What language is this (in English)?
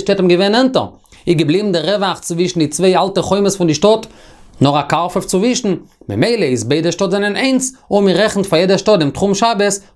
Yiddish